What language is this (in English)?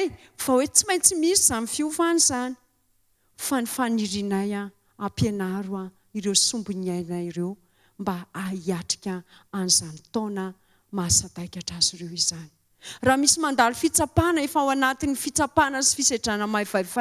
Malagasy